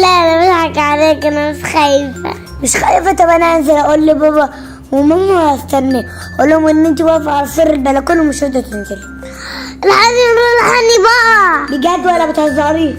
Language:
Egyptian Arabic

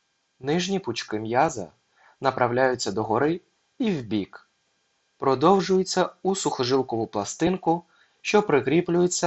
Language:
Ukrainian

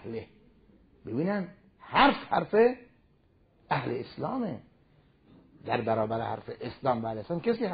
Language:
Persian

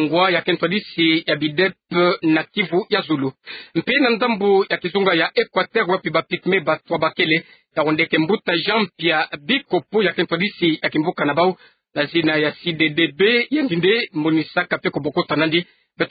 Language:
Kituba (Democratic Republic of Congo)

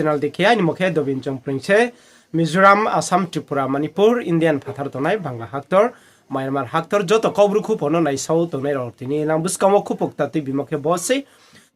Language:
Riang (India)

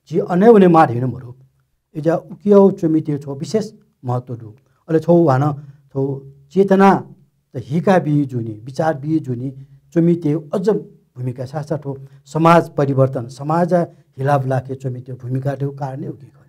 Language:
Newari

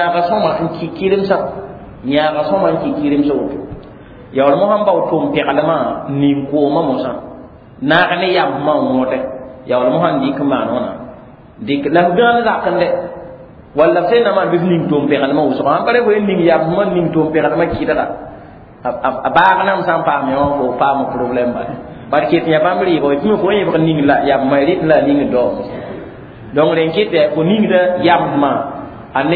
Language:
Mossi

